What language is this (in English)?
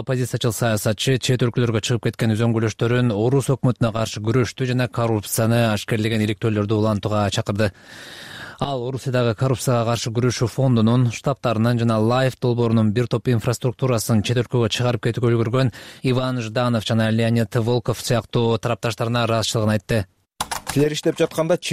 Kyrgyz